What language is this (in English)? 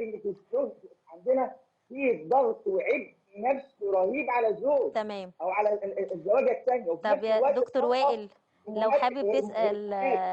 Egyptian Arabic